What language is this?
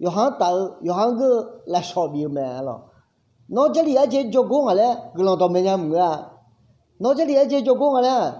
Akha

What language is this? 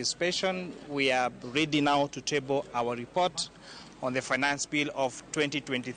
Luo (Kenya and Tanzania)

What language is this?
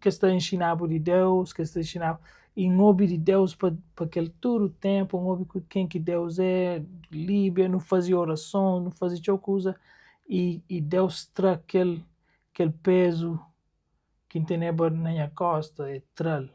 Kabuverdianu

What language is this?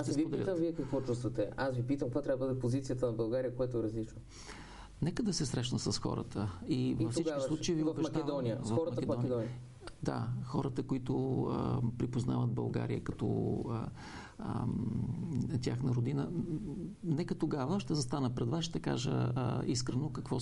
Bulgarian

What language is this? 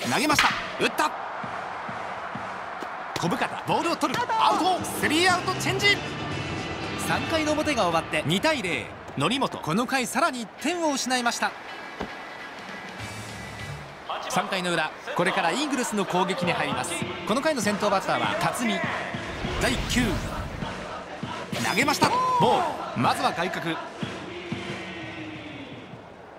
Japanese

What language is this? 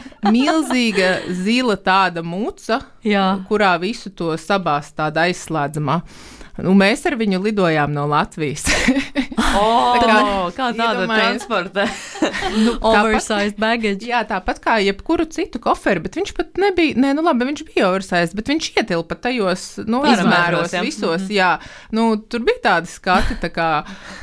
Latvian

